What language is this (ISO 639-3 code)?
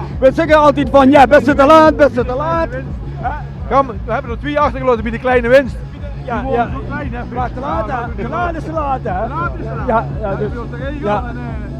lim